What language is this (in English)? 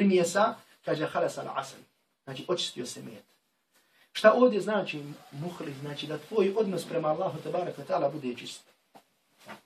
Bosnian